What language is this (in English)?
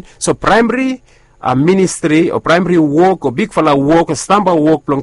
Bislama